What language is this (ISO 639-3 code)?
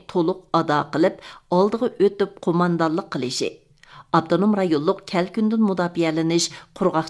uig